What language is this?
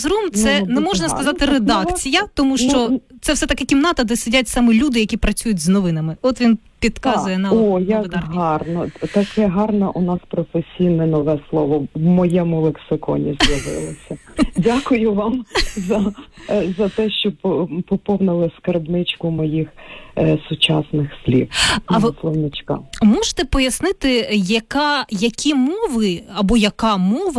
Ukrainian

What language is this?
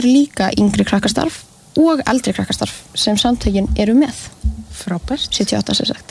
Icelandic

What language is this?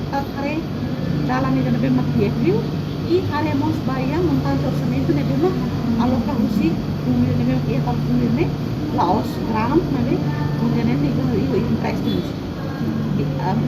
Tetum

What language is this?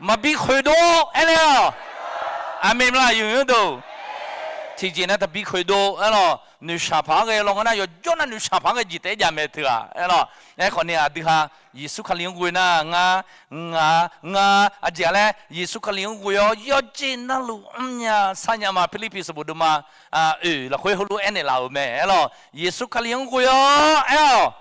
Akha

